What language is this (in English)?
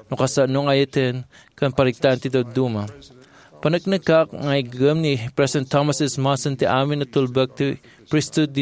Iloko